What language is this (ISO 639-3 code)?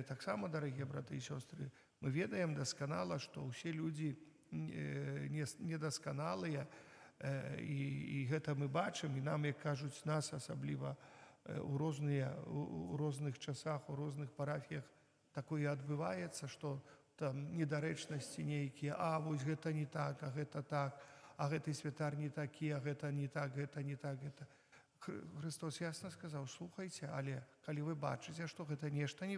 bel